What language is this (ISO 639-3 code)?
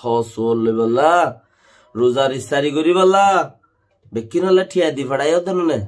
rhg